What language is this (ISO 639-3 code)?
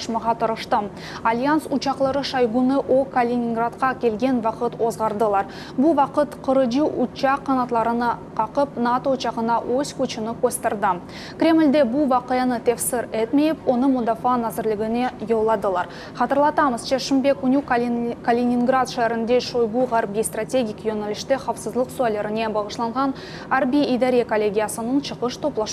crh